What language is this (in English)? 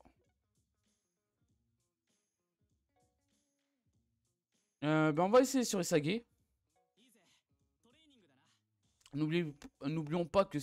French